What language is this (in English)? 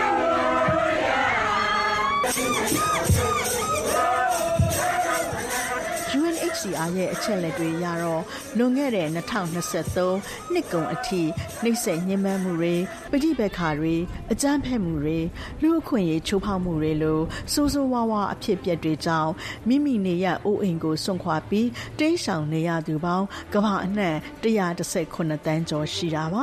Burmese